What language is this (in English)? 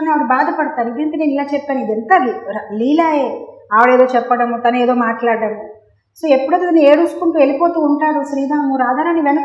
Telugu